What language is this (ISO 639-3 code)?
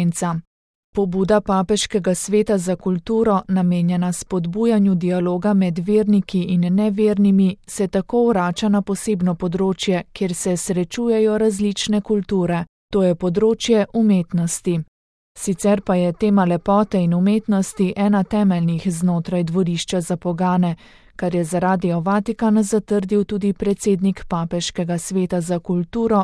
slv